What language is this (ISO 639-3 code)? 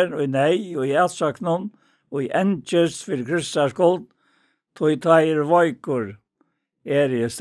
fao